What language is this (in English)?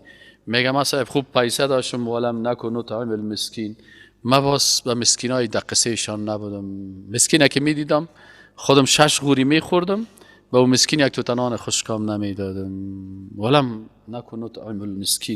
Persian